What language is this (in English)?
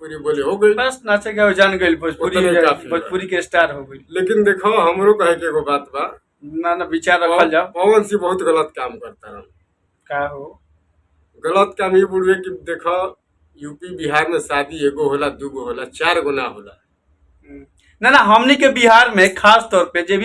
Bhojpuri